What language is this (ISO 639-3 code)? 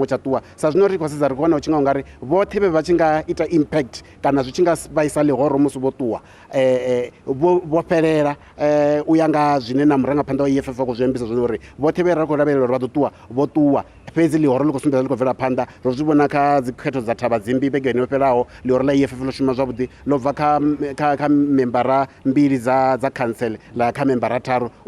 ven